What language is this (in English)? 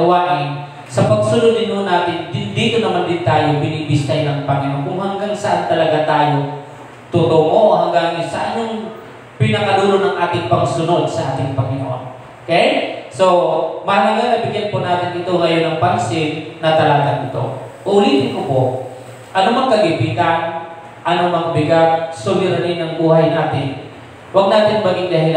Filipino